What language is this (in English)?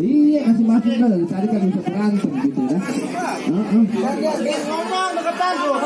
Betawi